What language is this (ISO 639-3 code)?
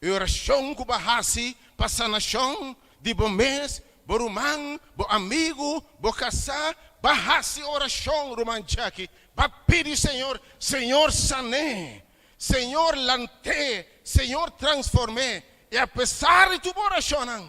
pap